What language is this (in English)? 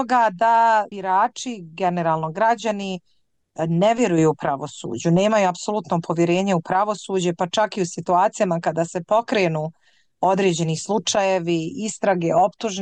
Bosnian